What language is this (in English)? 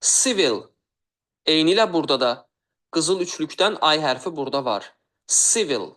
Azerbaijani